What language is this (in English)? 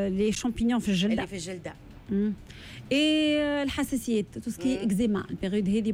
Tunisian Arabic